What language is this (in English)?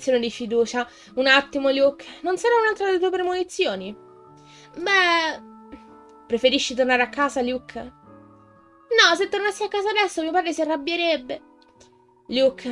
Italian